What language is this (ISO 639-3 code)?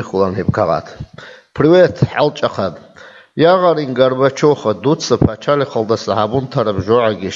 ava